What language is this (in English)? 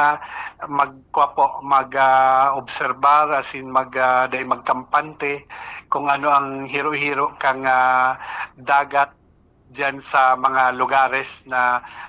Bikol